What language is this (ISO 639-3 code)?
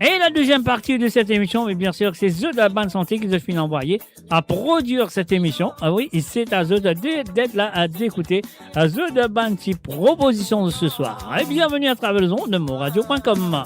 mfe